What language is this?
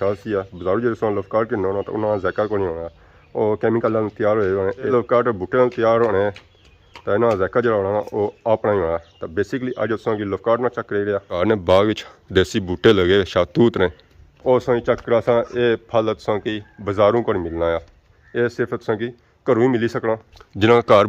Pahari-Potwari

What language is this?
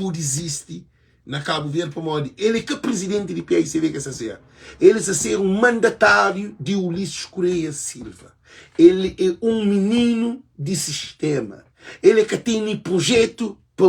Kabuverdianu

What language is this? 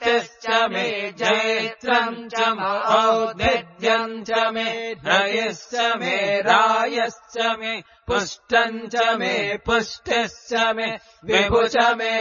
Sanskrit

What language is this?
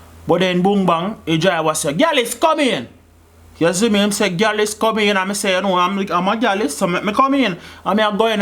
Jamaican Creole English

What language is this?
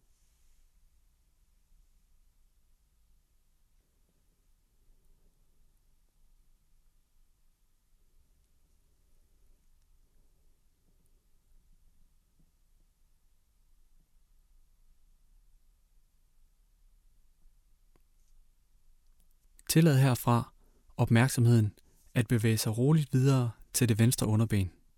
Danish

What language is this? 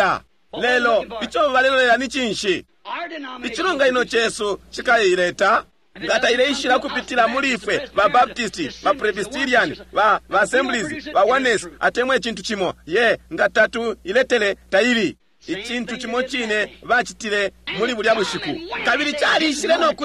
Bemba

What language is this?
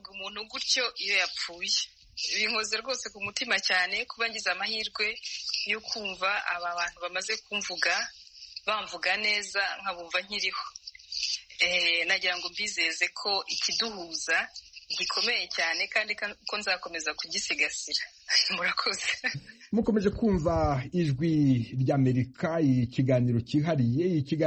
Kinyarwanda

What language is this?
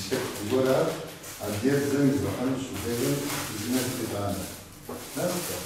Kabardian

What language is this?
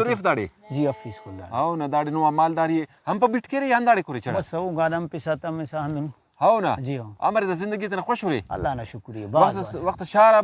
Brahui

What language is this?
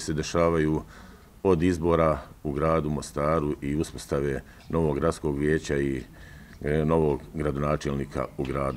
Croatian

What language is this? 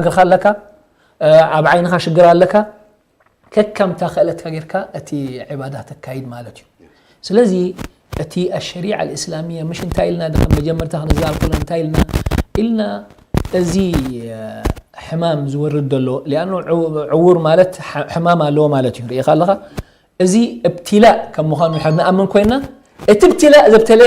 Tigrinya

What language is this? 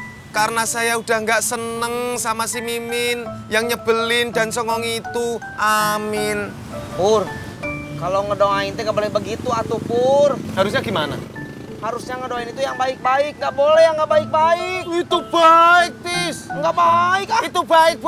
Betawi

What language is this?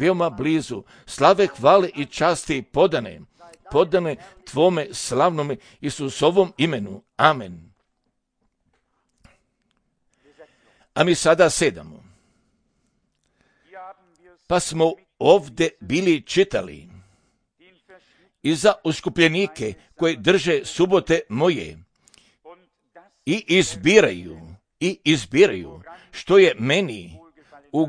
Croatian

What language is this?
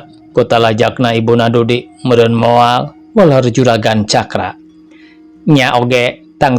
Sundanese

